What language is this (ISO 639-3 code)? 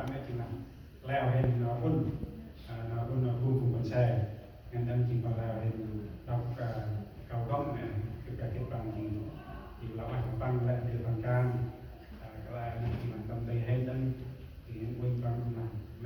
cmo